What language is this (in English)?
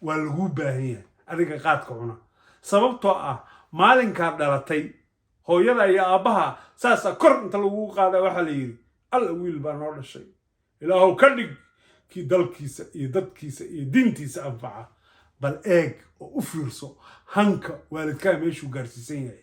Somali